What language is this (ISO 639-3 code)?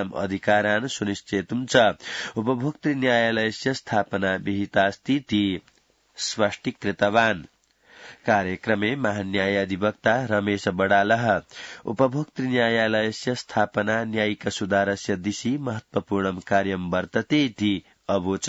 san